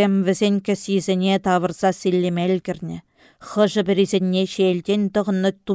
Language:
Chuvash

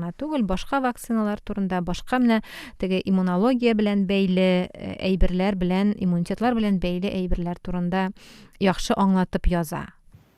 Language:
Tatar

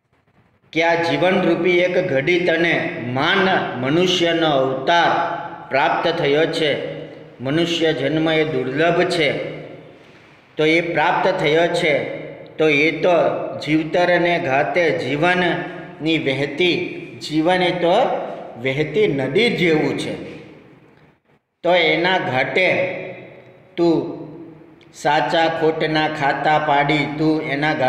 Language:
Gujarati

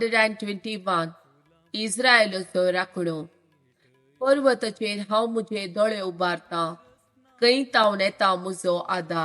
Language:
Konkani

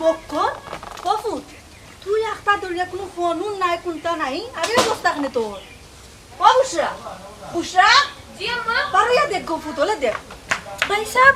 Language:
Sylheti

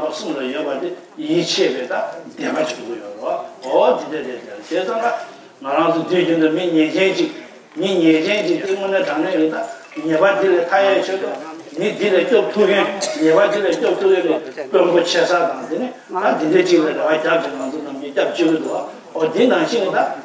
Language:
Tibetan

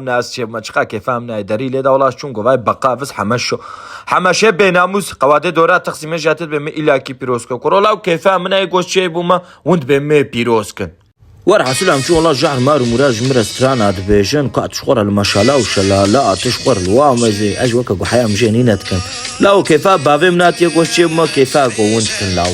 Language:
Kurdish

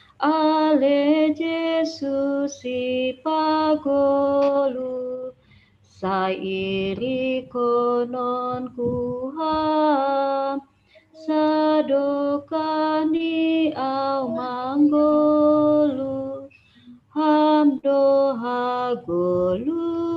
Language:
Batak Simalungun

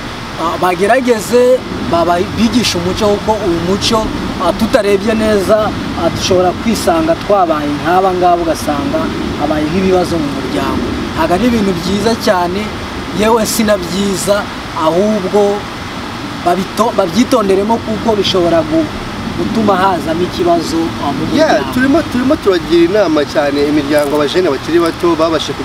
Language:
Kinyarwanda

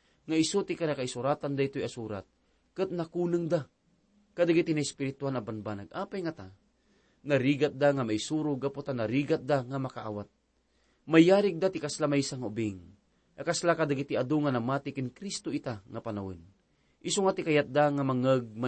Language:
Iloko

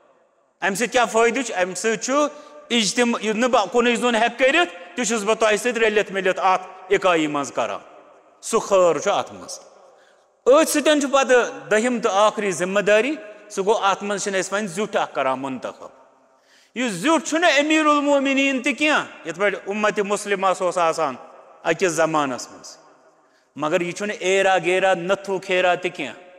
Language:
Kashmiri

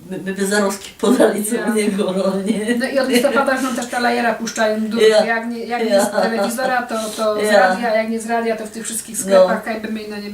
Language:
Silesian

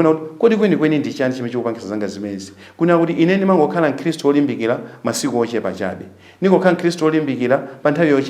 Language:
Nyanja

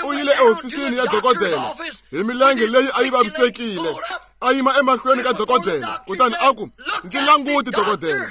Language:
Tsonga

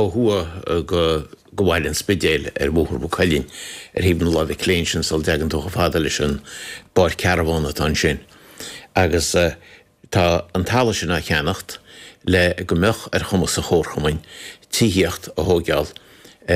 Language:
Irish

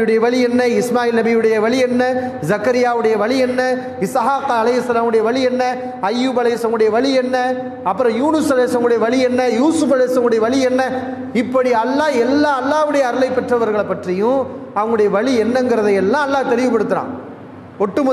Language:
Tamil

